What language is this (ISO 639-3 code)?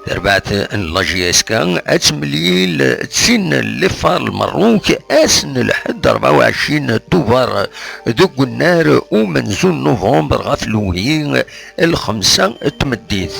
kab